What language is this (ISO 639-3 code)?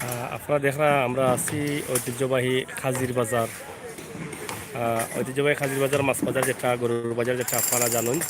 syl